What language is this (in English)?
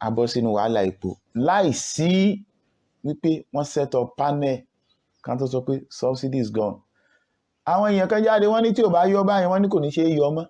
Yoruba